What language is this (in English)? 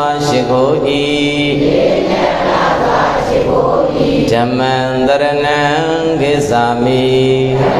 Burmese